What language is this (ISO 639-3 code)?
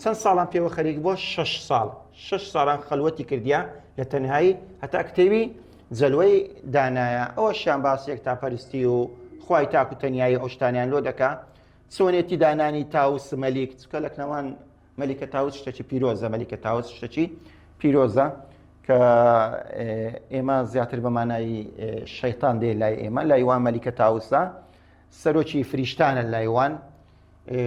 ckb